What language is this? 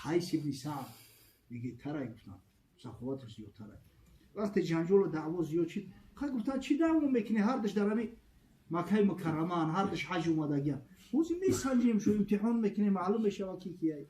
Tajik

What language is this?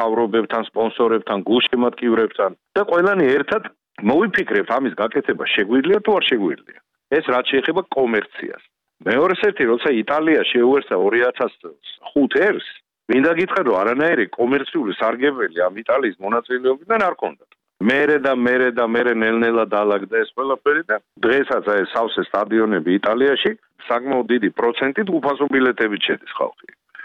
Georgian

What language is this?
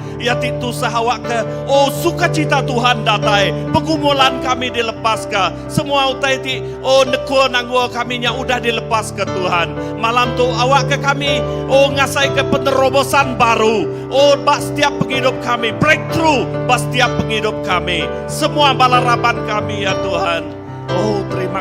Iban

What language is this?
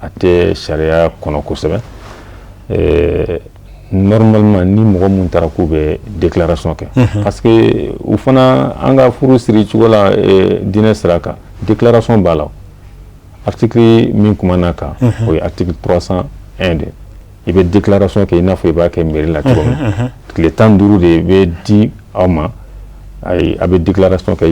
Bambara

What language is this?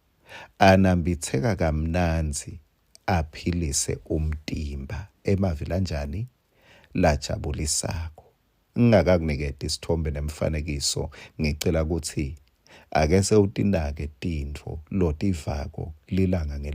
Swati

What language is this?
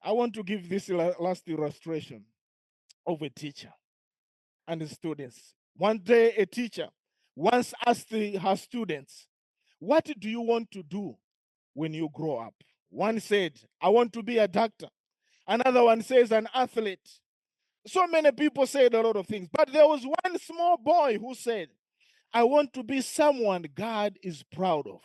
English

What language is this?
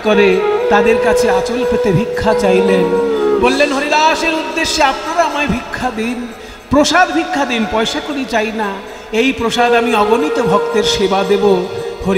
Bangla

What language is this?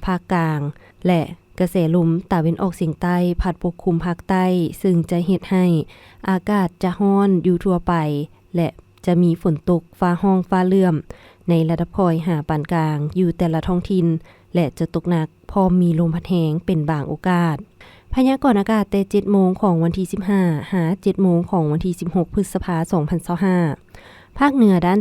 Lao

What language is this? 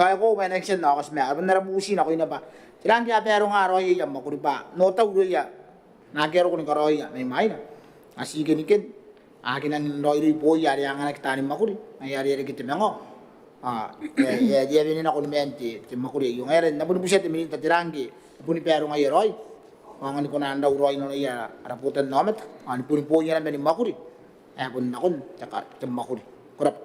Gilbertese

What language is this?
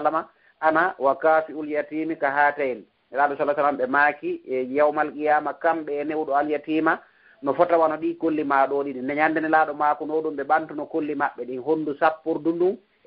Fula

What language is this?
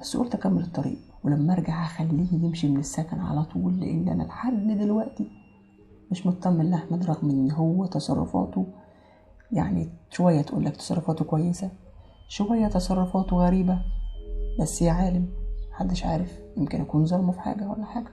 Egyptian Arabic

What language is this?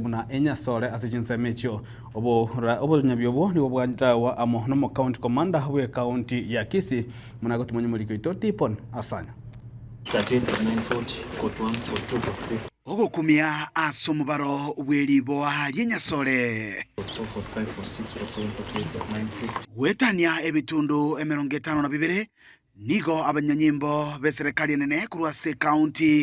Gusii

